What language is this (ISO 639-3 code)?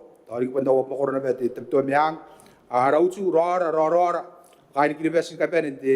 gil